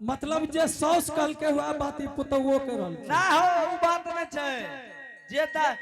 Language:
Angika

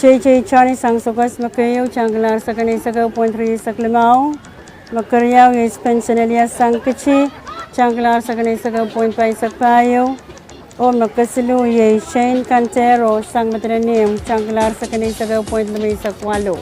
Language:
Pohnpeian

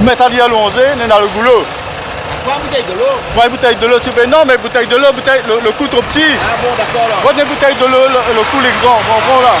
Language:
Réunion Creole French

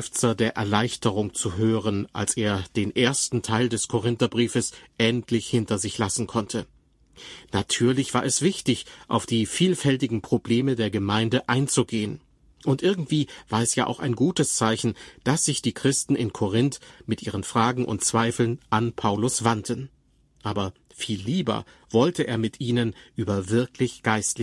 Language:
German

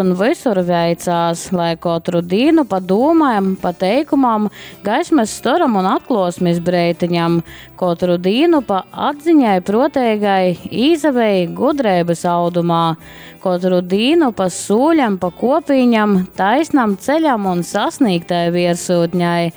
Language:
Latgalian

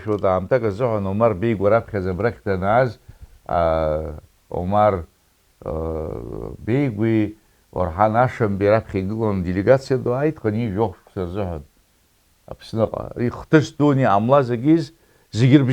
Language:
Abkhazian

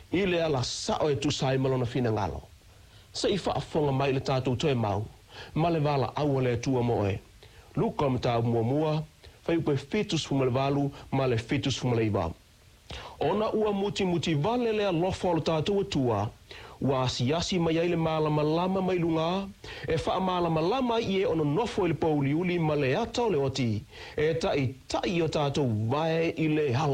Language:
Samoan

